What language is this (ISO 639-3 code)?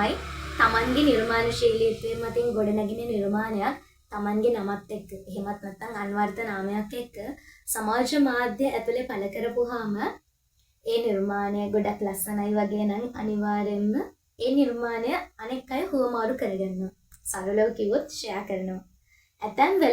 sin